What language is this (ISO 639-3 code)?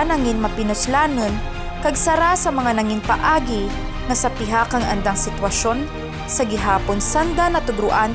krj